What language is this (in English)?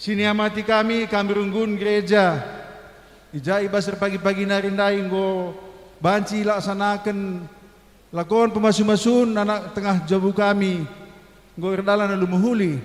Batak Karo